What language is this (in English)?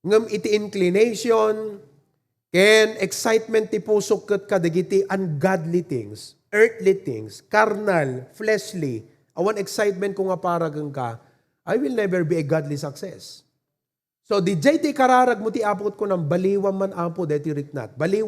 Iloko